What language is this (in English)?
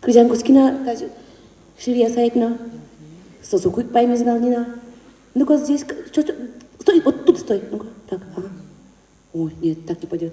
Udmurt